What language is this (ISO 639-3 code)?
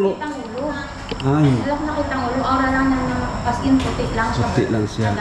fil